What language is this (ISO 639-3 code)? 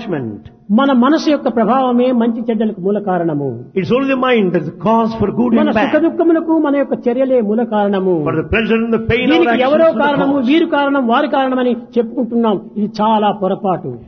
tel